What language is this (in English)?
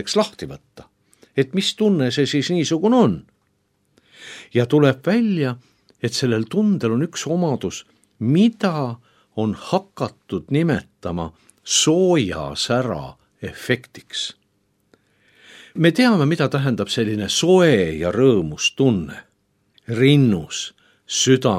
Estonian